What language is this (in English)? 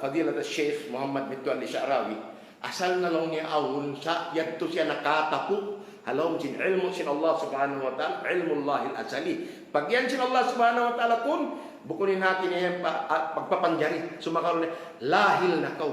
Tausug